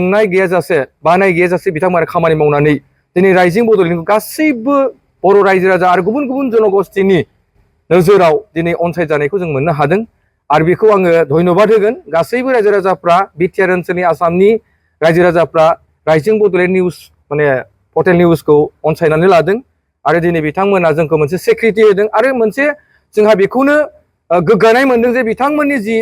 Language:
Bodo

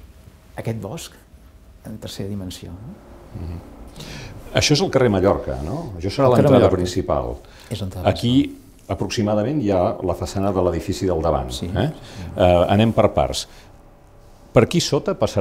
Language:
Catalan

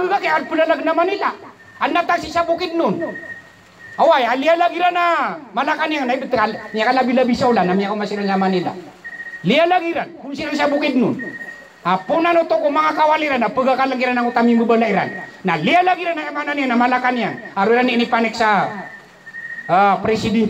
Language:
Maranao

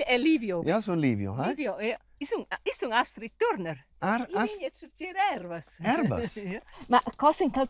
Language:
Romansh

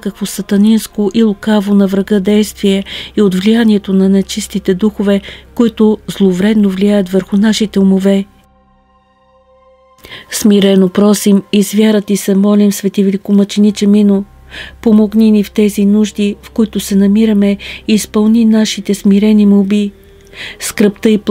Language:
Bulgarian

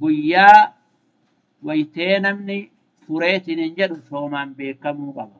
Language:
Oromo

